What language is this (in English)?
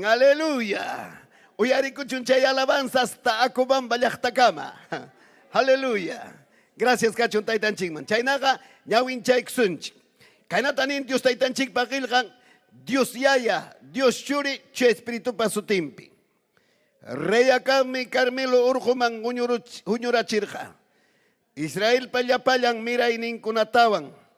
Ayacucho Quechua